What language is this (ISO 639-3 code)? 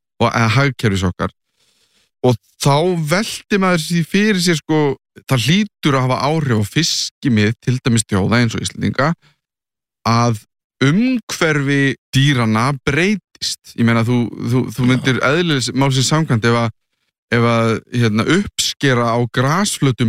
isl